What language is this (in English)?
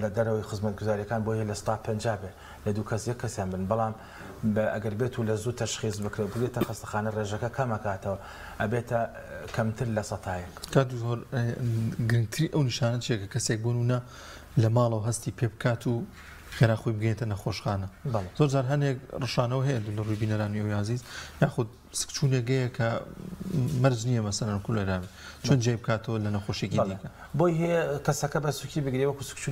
Central Kurdish